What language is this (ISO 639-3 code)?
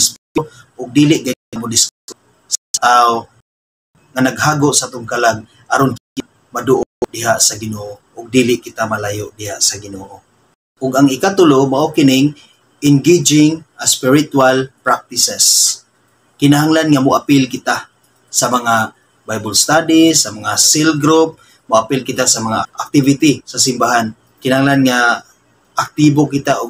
ceb